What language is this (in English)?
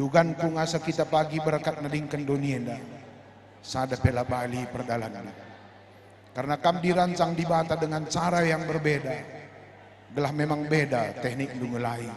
Batak Karo